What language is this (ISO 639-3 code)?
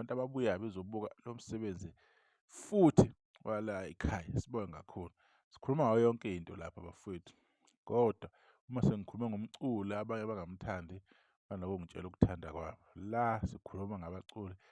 zul